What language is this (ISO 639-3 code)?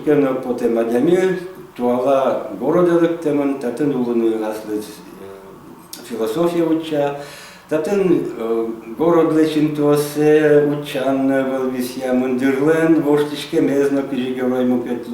udm